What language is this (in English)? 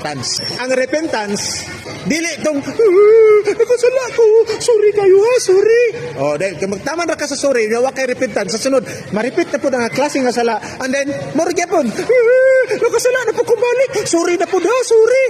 Cebuano